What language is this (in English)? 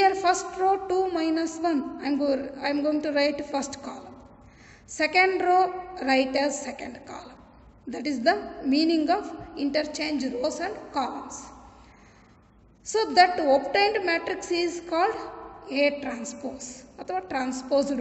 Kannada